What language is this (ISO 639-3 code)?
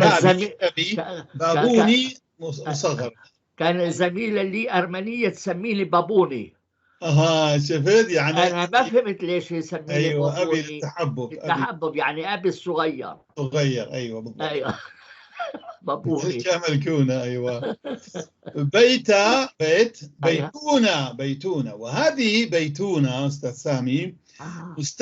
apc